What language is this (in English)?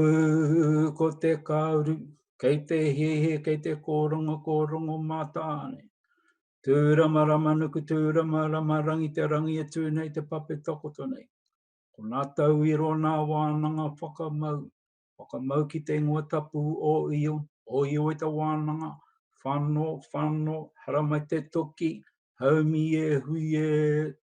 Māori